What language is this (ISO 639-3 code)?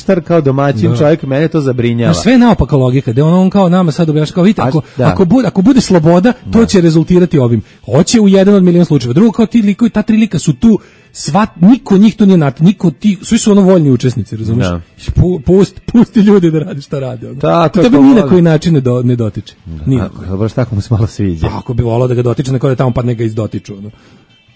srp